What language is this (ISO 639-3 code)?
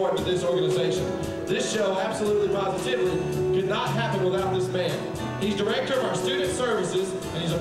eng